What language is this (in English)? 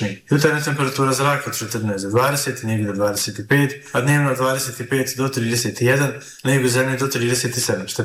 Bosnian